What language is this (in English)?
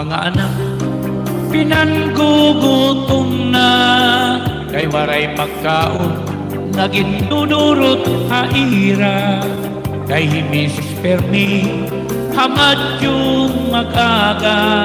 Waray